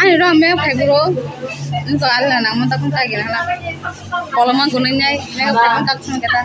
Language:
Kok Borok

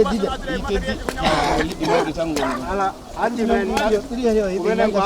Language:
Fula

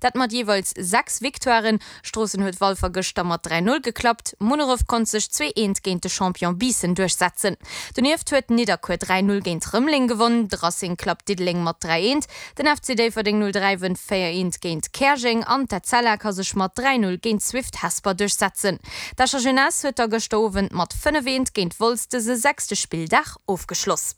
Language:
Luxembourgish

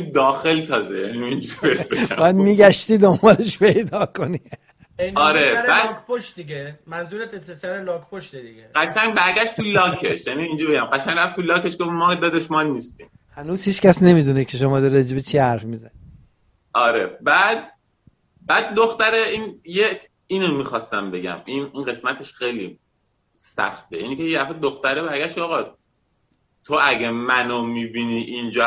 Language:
Persian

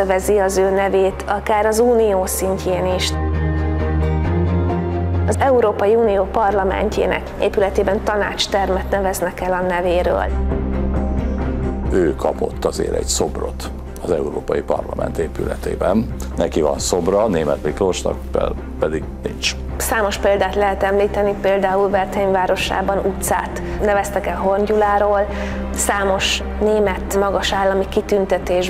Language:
Hungarian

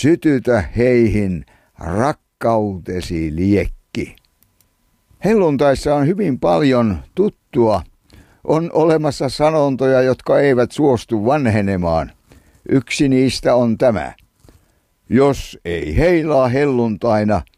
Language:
Finnish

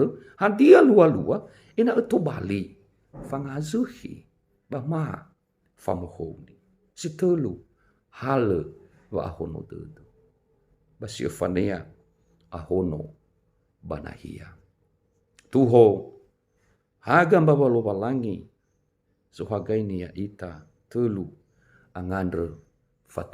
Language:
Nias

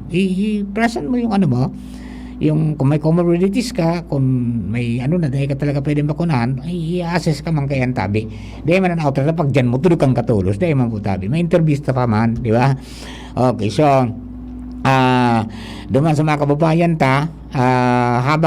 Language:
Bikol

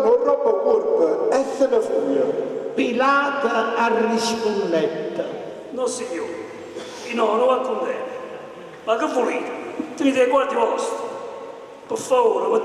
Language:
Neapolitan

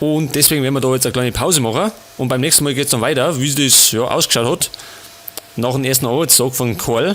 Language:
Bavarian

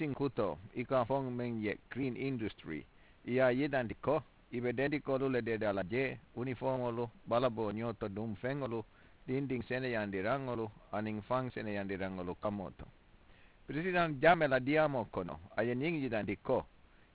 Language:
Mandingo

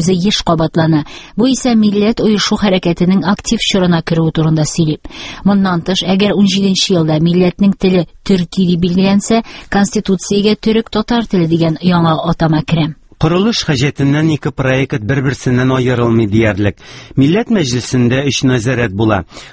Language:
Tatar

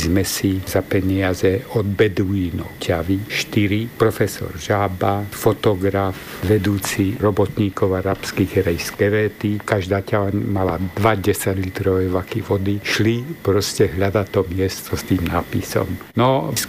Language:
Slovak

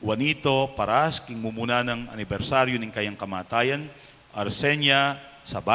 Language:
Pampanga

